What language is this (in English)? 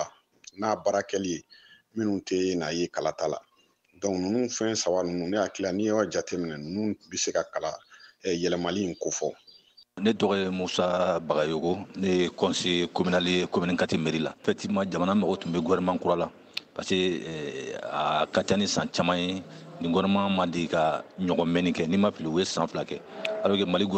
Bambara